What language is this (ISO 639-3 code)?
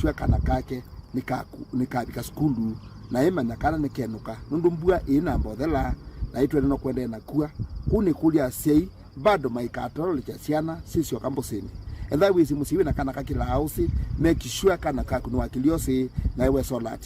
kam